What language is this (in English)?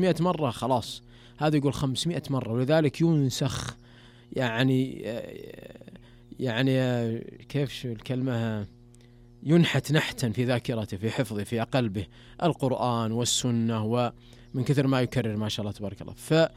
Najdi Arabic